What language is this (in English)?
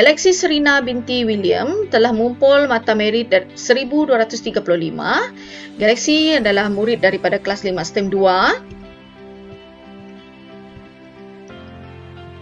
Malay